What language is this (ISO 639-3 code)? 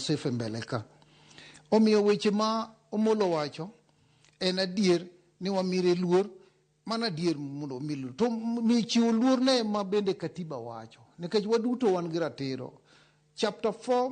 luo